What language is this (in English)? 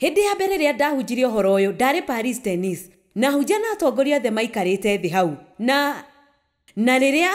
Kikuyu